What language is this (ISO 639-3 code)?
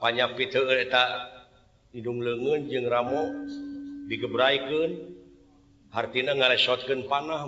sun